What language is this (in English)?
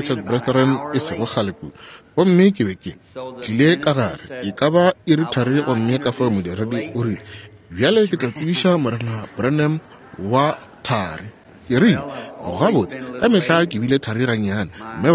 Northern Sotho